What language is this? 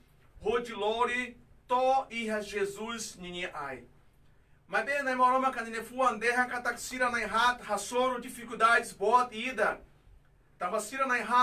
Tetum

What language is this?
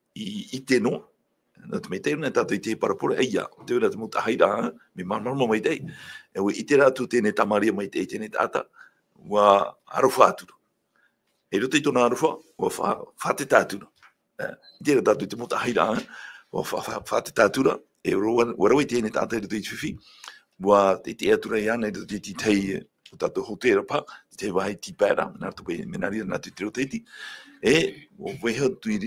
Tahitian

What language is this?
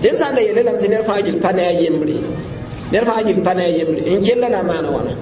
Mossi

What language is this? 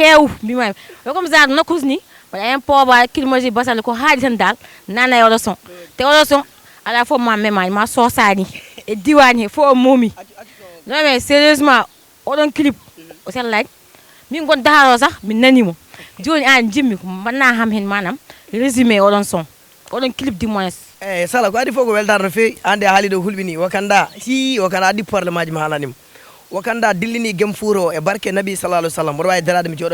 Fula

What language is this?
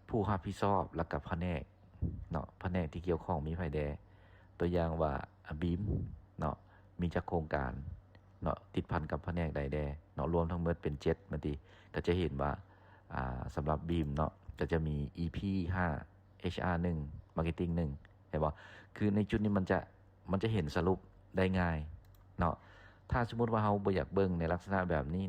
Lao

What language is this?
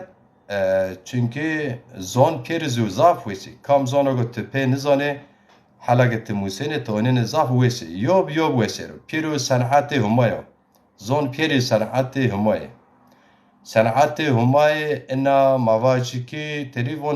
Zaza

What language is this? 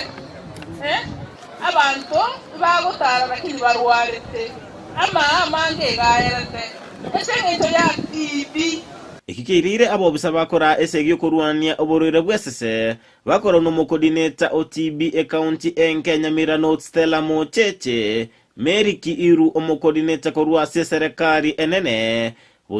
Gusii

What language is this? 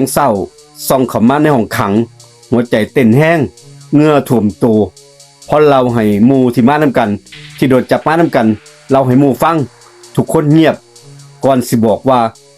Northeastern Thai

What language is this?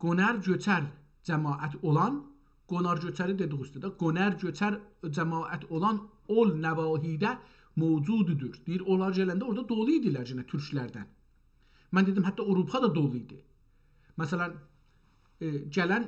South Azerbaijani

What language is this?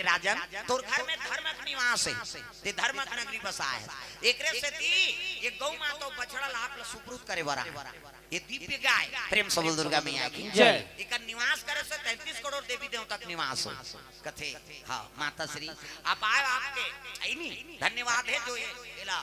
Chhattisgarhi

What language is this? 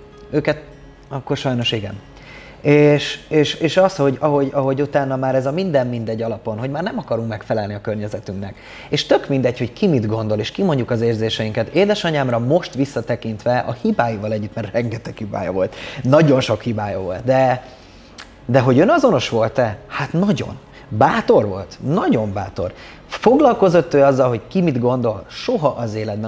Hungarian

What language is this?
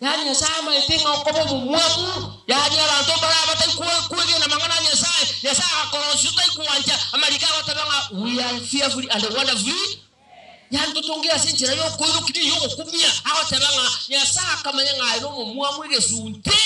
Gusii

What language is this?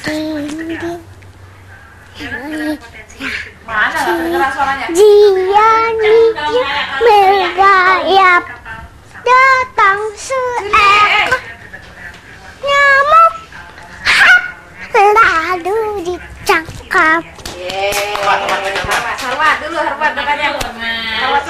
Indonesian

